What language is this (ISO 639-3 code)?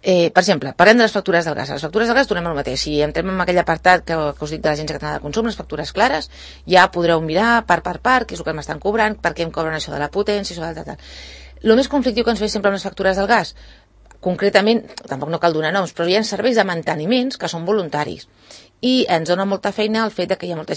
cat